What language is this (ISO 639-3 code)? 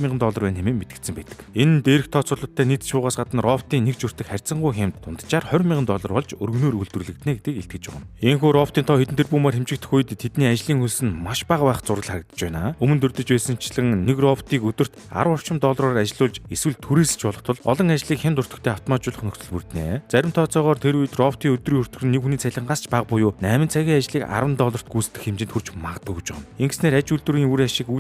mon